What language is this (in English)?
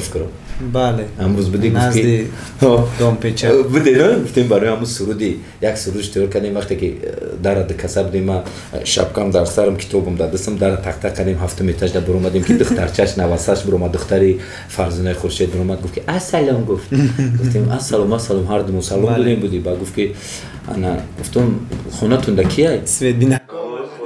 Tajik